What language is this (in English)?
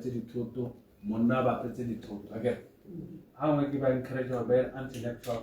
Tswana